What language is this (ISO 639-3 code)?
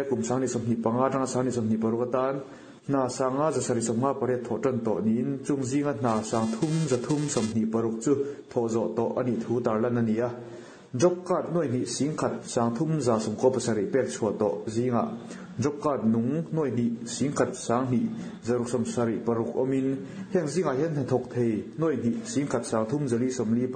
lus